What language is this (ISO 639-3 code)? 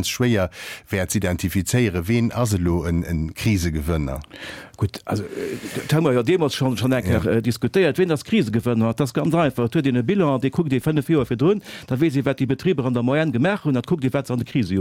ltz